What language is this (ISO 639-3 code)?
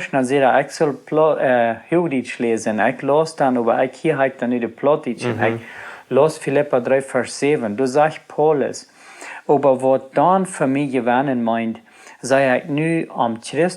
pdt